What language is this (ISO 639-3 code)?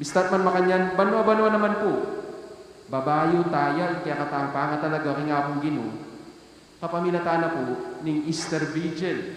pam